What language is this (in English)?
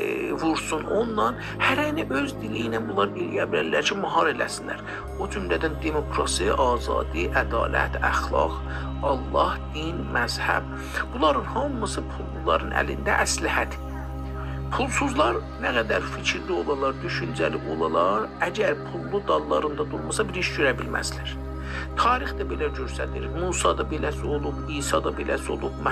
South Azerbaijani